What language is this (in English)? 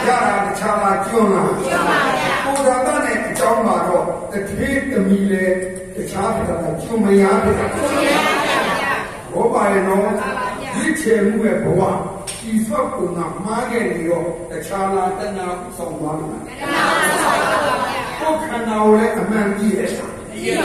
Burmese